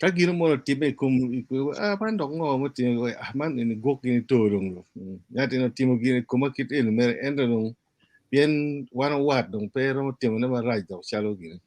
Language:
Acoli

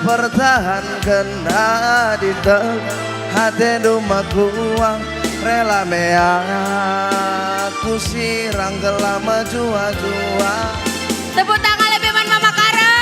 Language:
Batak Karo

